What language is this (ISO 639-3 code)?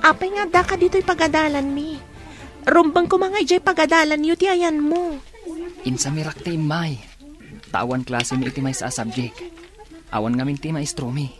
ilo